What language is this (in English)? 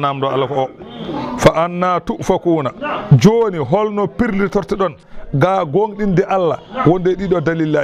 Fula